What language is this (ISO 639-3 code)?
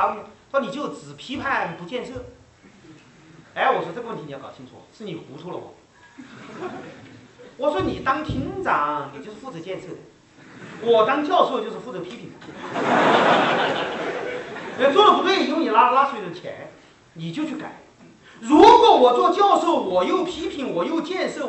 zho